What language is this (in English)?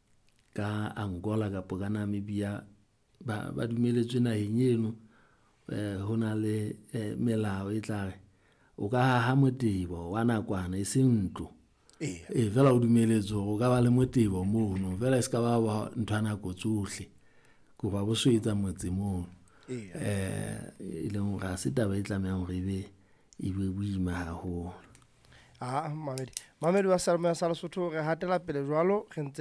Southern Sotho